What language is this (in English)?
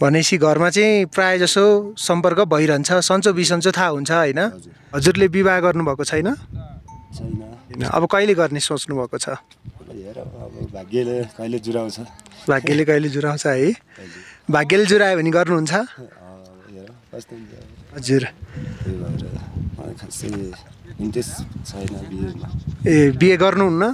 Nepali